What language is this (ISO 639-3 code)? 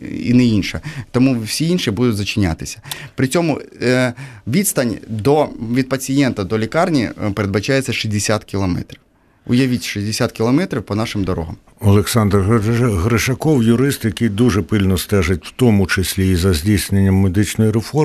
ukr